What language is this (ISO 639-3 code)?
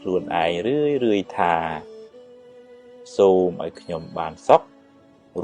khm